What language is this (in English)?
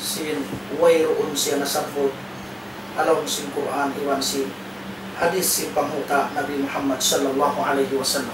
Tausug